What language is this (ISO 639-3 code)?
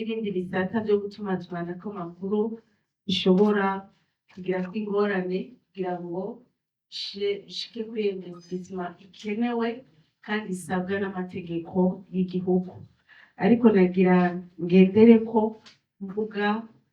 run